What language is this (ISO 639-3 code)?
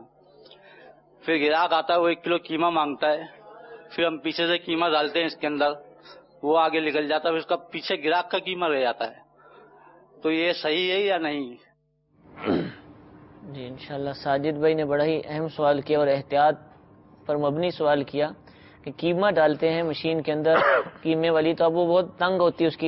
urd